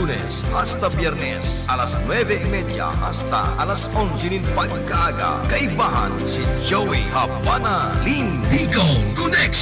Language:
Bikol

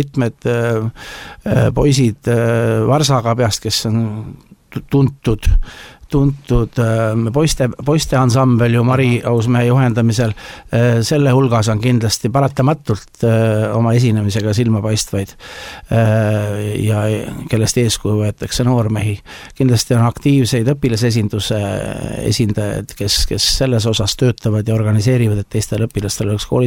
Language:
Estonian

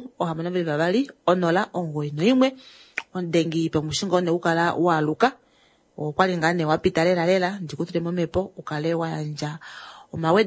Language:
Kuanyama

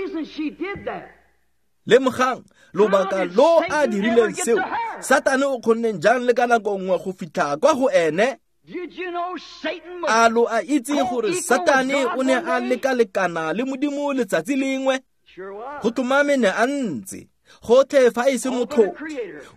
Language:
Tswana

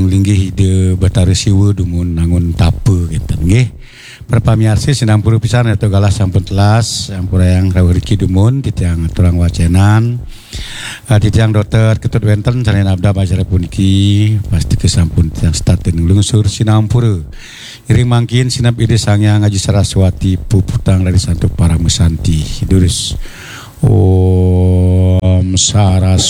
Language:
Balinese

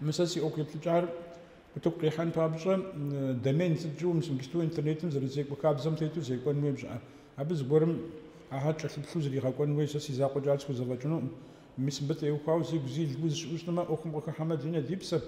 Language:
Kabardian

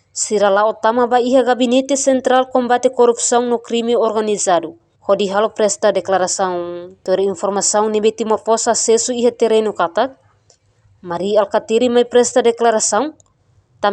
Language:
Tetum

